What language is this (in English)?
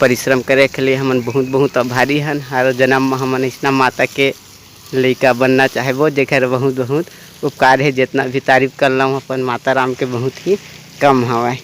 Chhattisgarhi